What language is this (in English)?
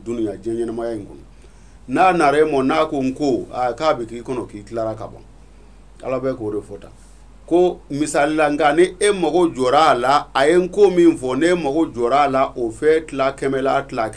Bambara